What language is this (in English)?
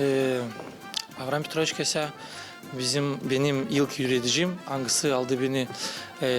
Gagauz